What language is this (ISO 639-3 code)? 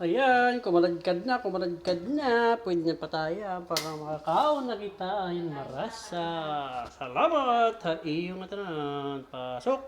war